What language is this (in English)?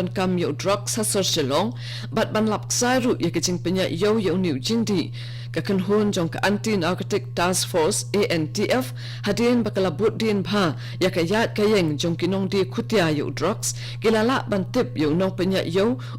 Khasi